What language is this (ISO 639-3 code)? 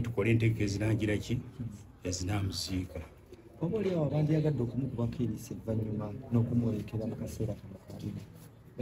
lug